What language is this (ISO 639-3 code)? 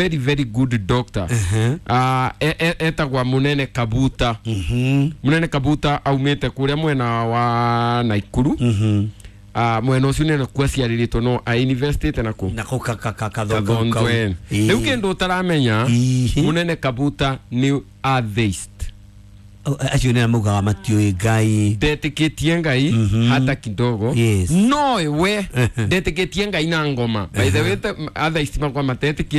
kik